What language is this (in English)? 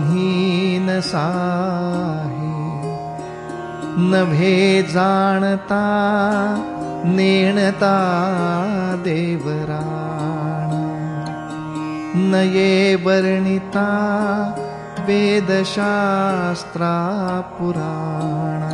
Marathi